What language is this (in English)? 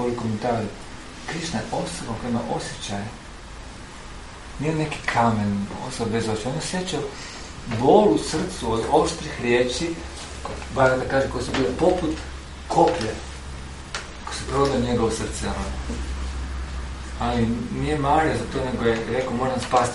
Croatian